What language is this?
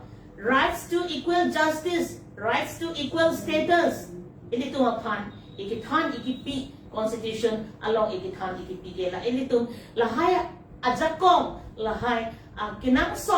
Karbi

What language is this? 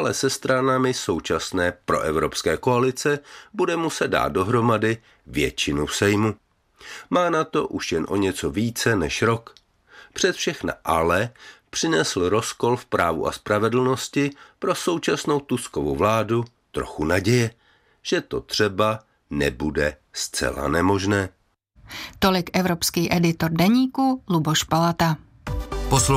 Czech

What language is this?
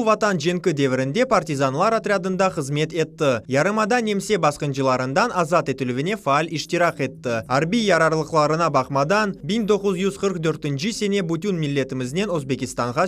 Crimean Tatar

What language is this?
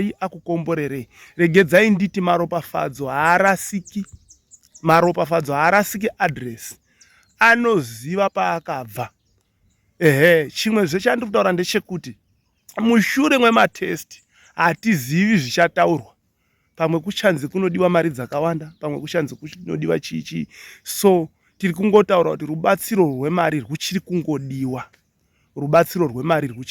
Shona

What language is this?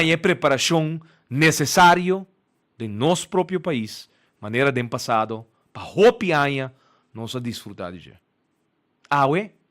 Papiamento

